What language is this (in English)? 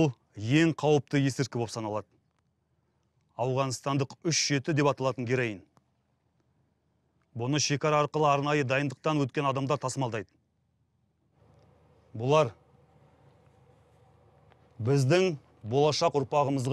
Kazakh